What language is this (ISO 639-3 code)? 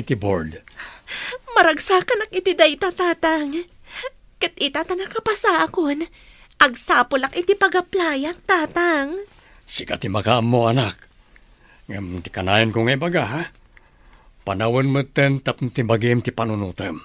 ilo